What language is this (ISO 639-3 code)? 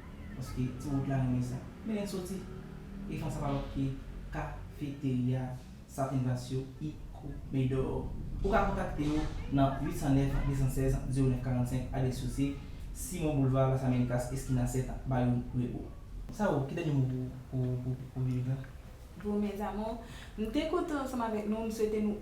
hat